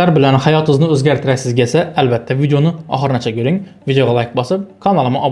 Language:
Uzbek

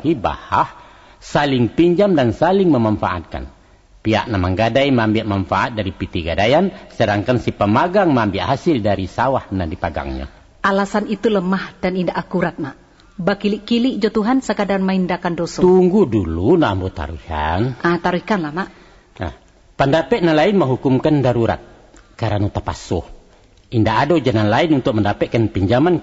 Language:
Minangkabau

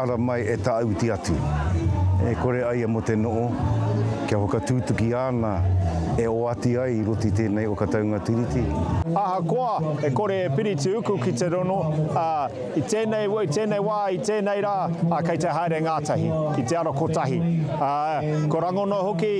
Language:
Māori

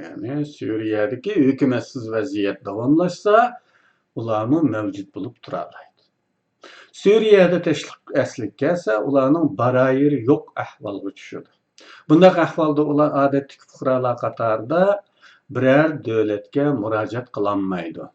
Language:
Uyghur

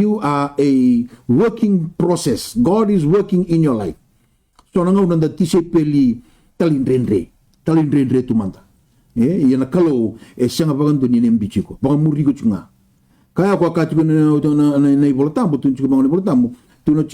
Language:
Fijian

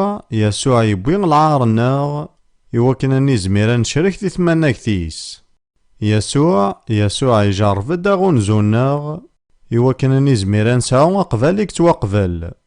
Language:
Kabyle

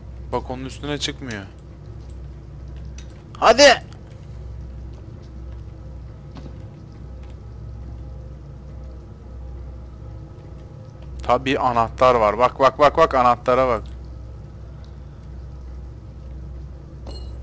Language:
Turkish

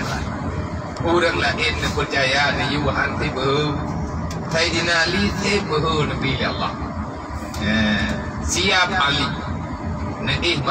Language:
Achinese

